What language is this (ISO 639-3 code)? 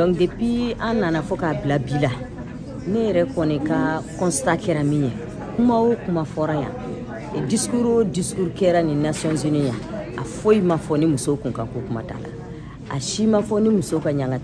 bam